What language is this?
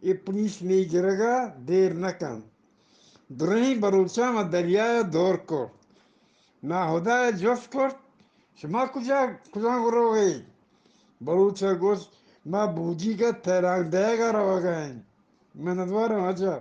Eastern Balochi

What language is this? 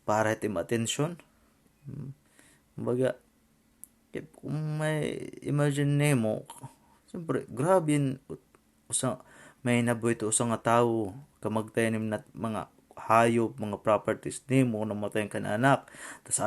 Waray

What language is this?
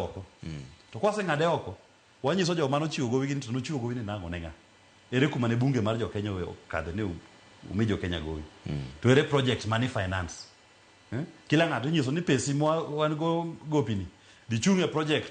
Luo (Kenya and Tanzania)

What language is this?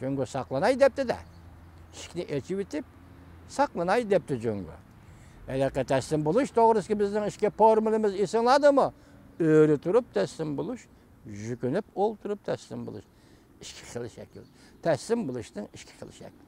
Uyghur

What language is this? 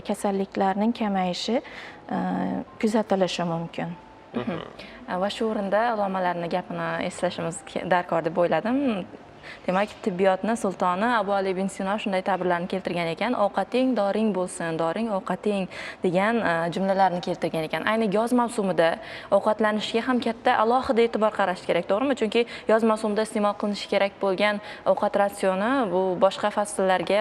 Uzbek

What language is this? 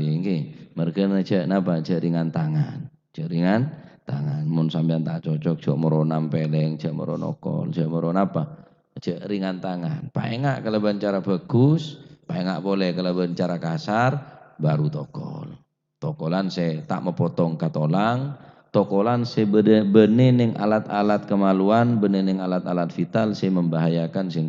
Madurese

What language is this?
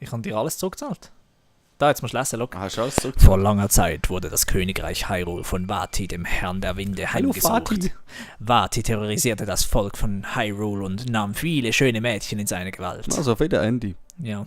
Swiss German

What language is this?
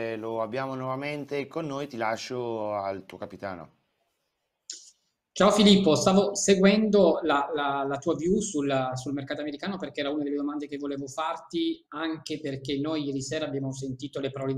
Italian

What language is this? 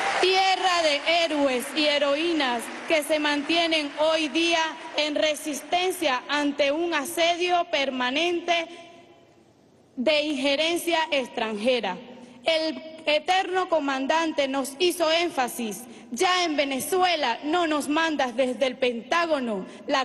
Spanish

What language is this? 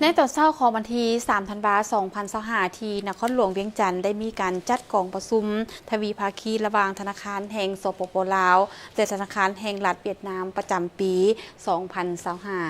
Lao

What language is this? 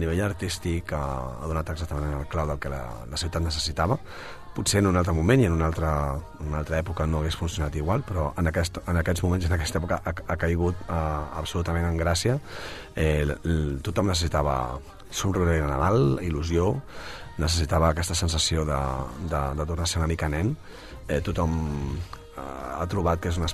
Catalan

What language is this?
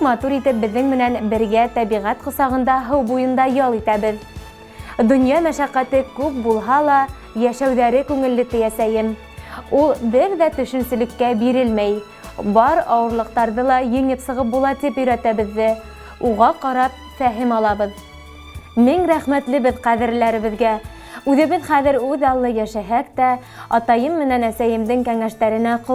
Bashkir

